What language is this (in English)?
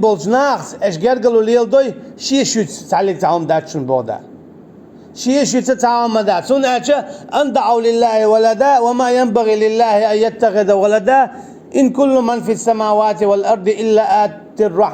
Chechen